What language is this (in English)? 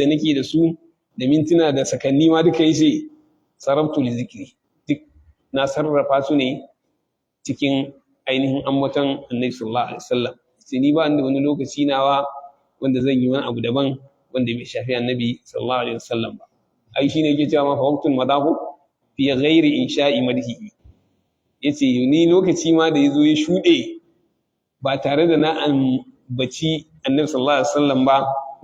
Hausa